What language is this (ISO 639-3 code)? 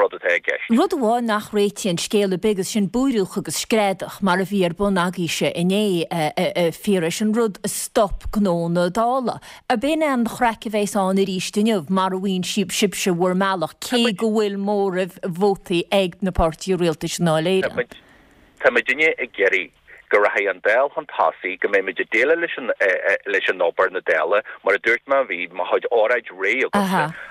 gle